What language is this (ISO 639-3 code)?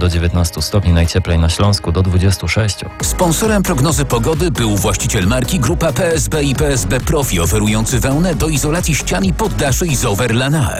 pol